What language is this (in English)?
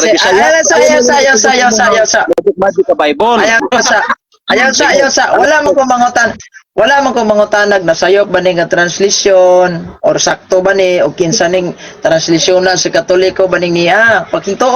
Cebuano